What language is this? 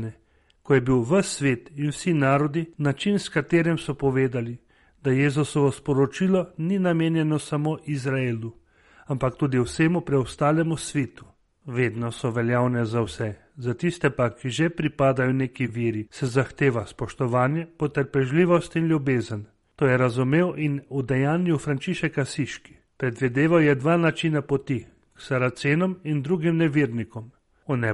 Slovenian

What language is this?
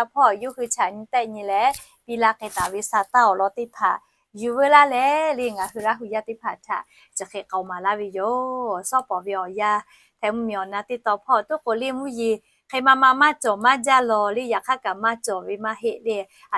Lahu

